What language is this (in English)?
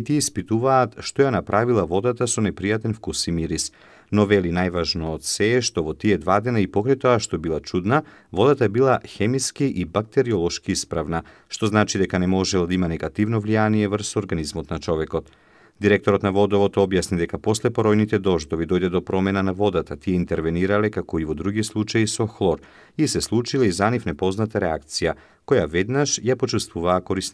Macedonian